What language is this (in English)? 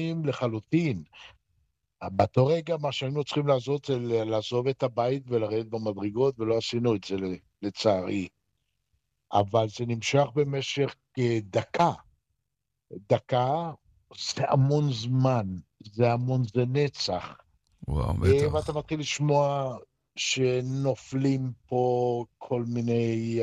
Hebrew